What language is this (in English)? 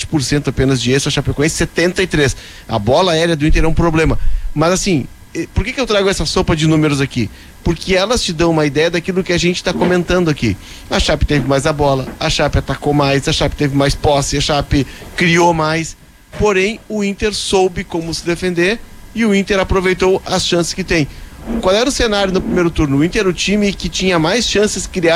Portuguese